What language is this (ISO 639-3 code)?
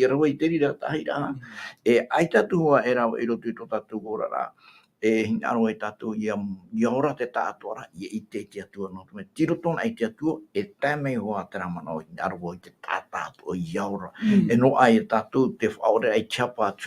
tah